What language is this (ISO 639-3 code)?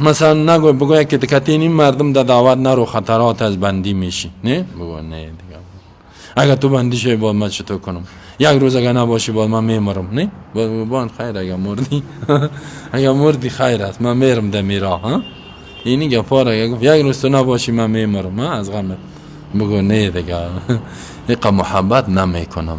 fas